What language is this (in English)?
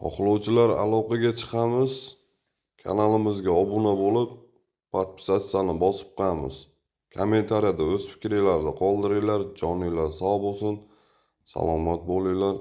Uzbek